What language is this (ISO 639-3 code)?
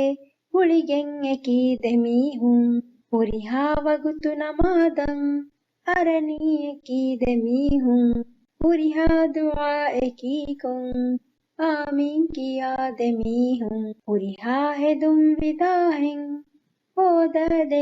div